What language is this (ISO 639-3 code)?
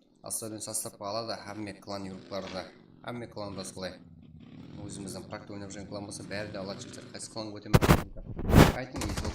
kaa